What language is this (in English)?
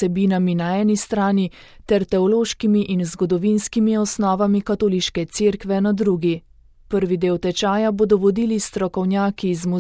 Slovenian